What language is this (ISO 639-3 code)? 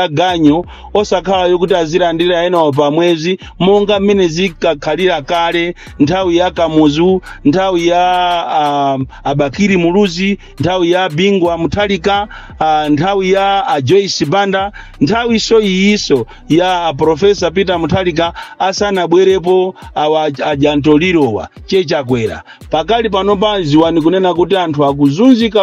nya